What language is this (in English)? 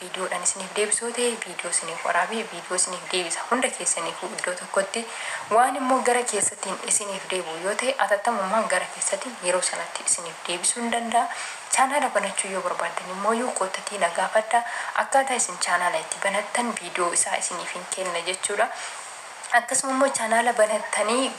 Oromo